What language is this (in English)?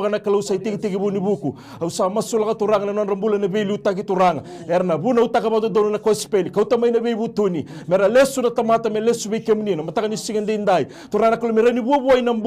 Fijian